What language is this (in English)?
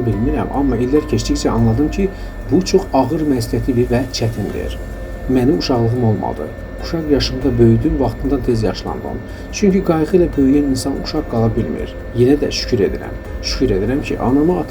Azerbaijani